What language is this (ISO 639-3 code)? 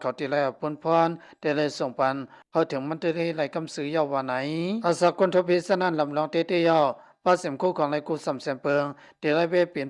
shn